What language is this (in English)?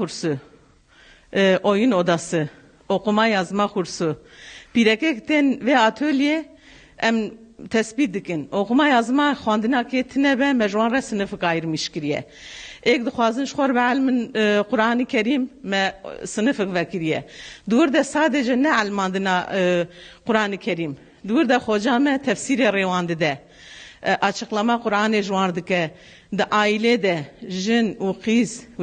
Kurdish